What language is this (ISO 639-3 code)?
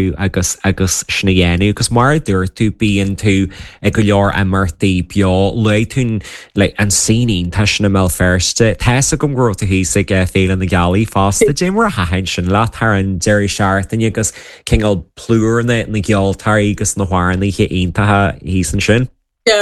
gle